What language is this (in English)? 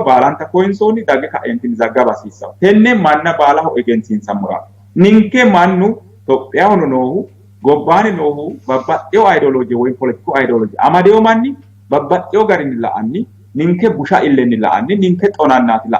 Sidamo